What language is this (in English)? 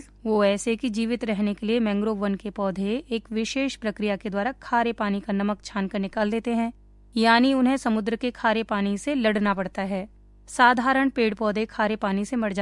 Hindi